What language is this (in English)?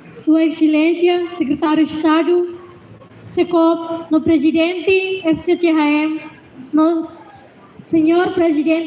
Tetum